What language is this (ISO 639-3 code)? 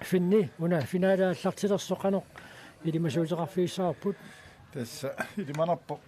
kal